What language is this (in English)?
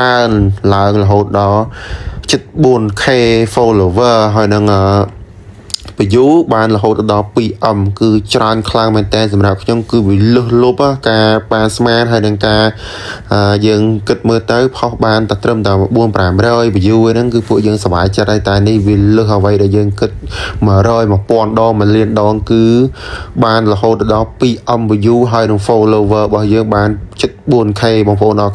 Khmer